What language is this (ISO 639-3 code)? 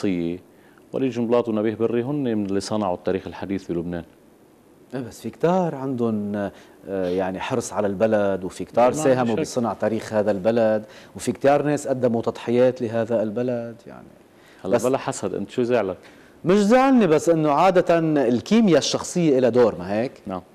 apc